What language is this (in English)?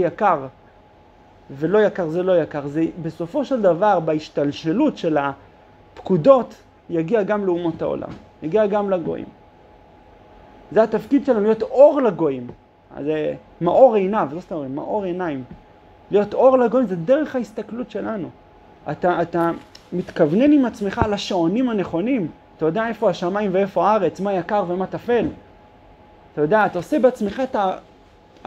Hebrew